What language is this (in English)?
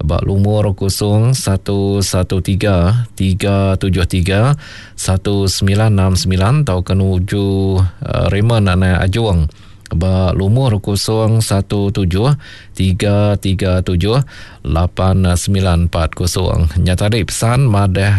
Iban